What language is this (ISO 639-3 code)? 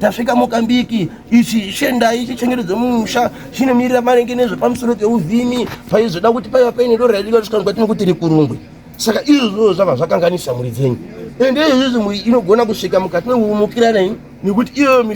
sna